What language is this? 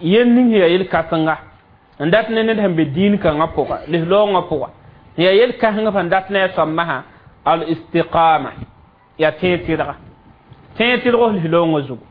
Mossi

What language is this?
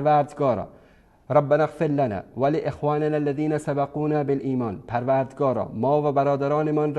Persian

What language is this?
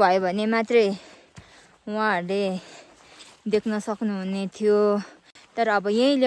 Nepali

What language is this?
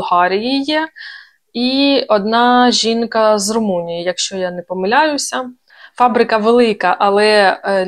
Ukrainian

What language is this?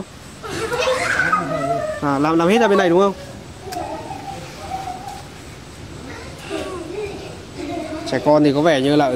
Vietnamese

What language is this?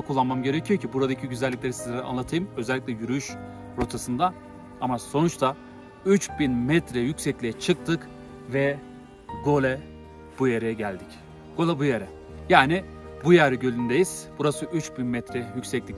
Turkish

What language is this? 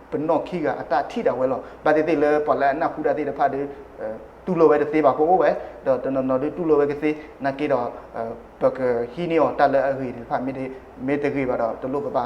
S'gaw Karen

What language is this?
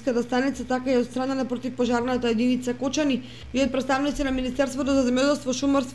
Macedonian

